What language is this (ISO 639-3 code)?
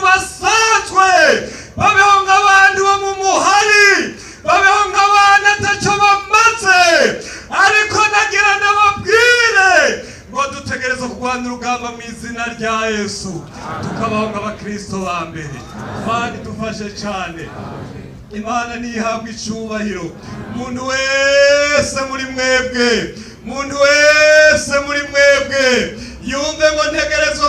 run